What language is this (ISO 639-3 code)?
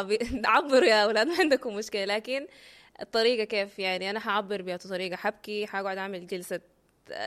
apd